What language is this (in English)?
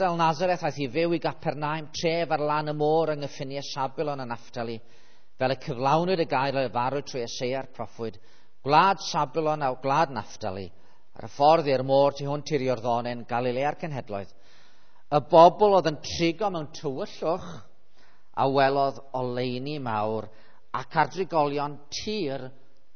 Welsh